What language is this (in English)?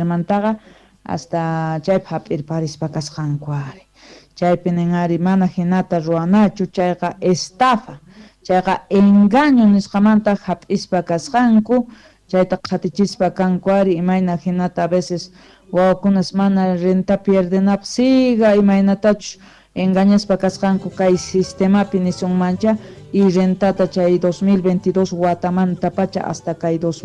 South Bolivian Quechua